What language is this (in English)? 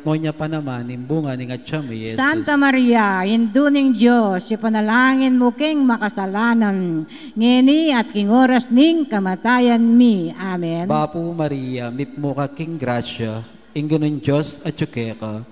Pampanga